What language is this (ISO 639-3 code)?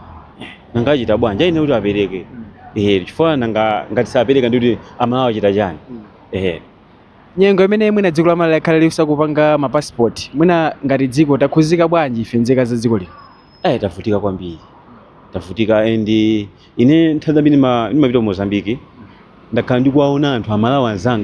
nya